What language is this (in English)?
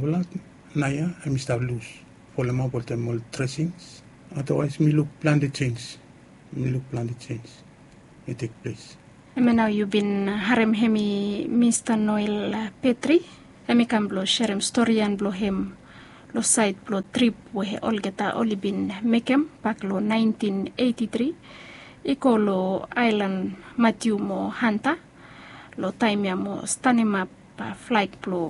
Bislama